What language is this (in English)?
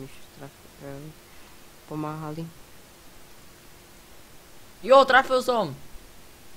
Slovak